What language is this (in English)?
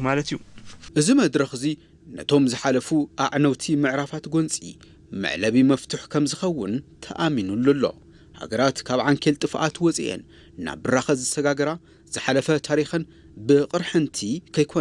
Tigrinya